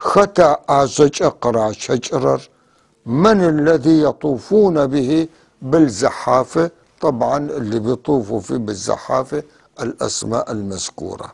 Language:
North Levantine Arabic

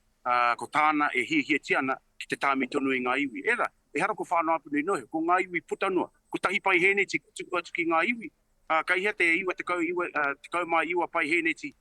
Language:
Māori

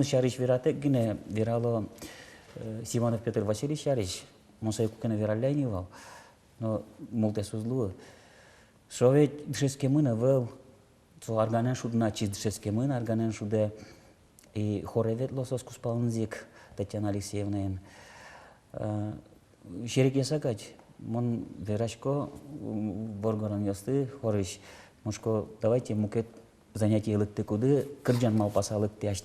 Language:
Udmurt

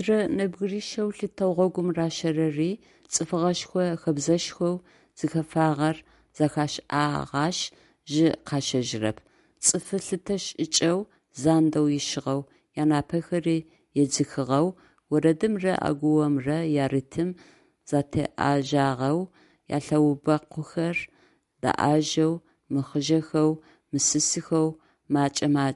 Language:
Adyghe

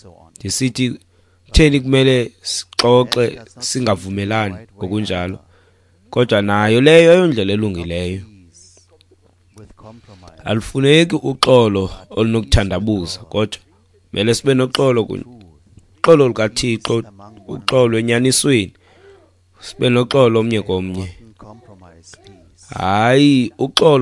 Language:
Xhosa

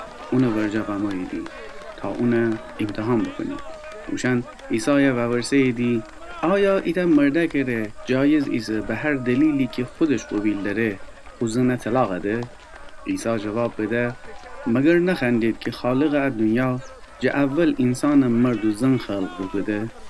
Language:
Gilaki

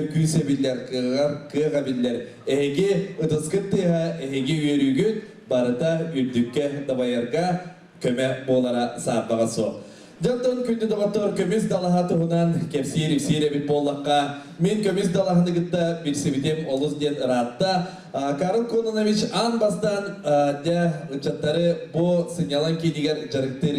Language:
Yakut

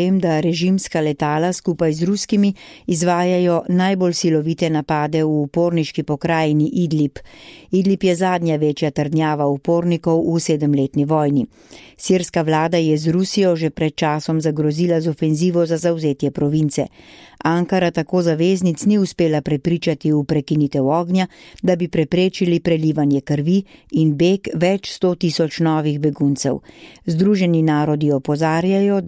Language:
Slovenian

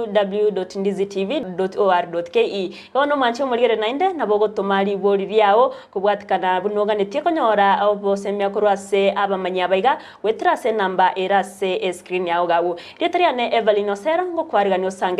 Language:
Gusii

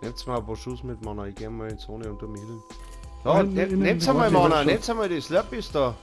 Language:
Bavarian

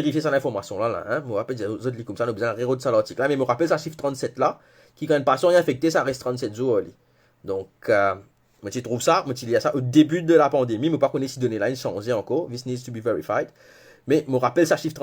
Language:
Morisyen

